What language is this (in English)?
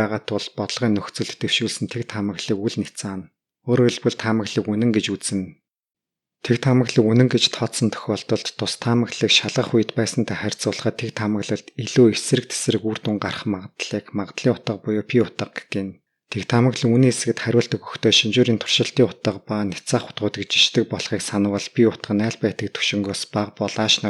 Mongolian